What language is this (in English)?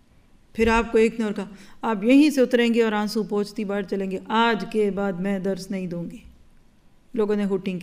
Urdu